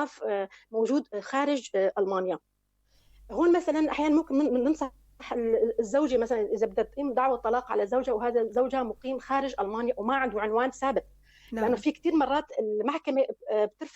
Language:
North Levantine Arabic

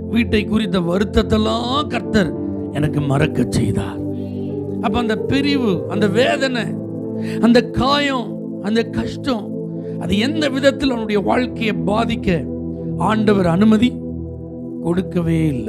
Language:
Tamil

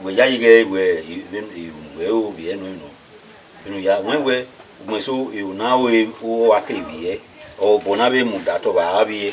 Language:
Bini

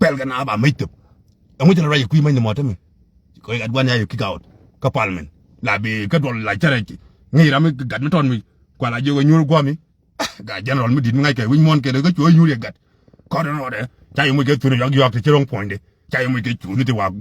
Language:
Nuer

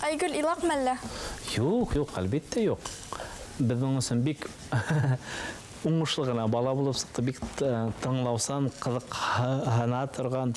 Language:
Bashkir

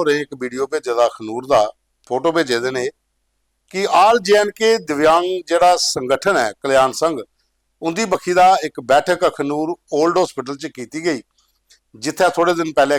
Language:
Dogri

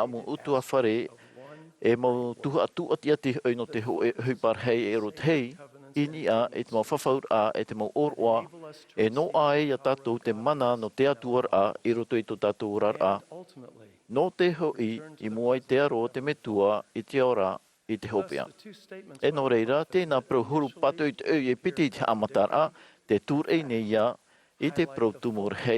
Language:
Tahitian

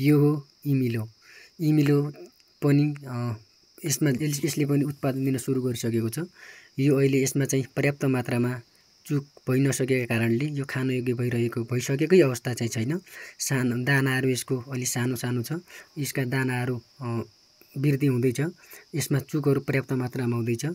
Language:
Nepali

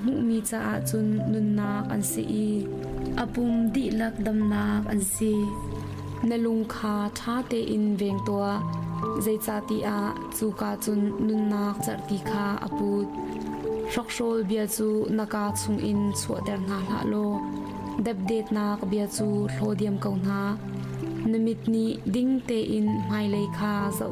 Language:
Hakha Chin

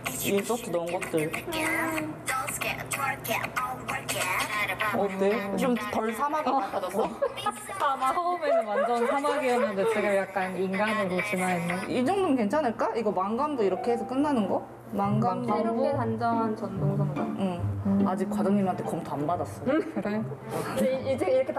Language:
Korean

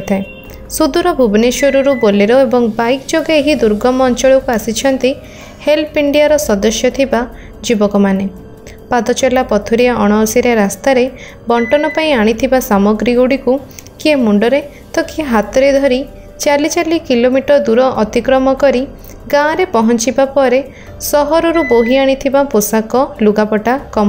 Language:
Odia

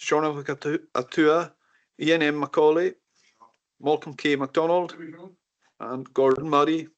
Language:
Scottish Gaelic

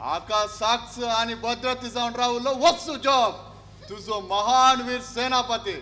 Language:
Konkani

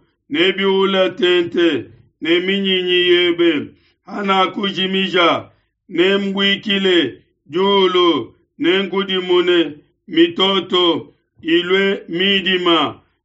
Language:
Luba-Lulua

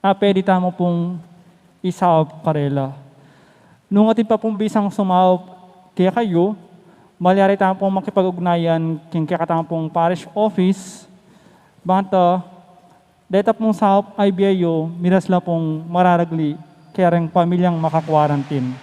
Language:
Pampanga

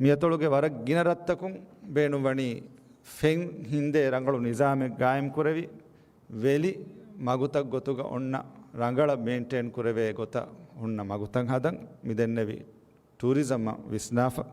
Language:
Divehi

